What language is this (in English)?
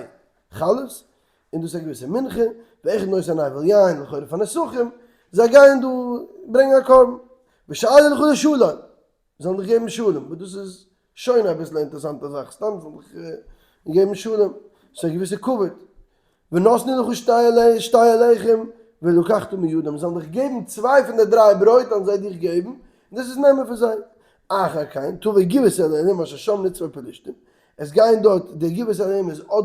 Yiddish